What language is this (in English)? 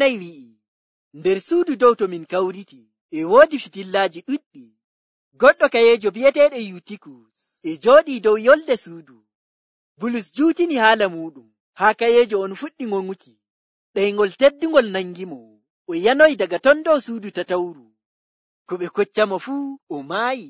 Nigerian Fulfulde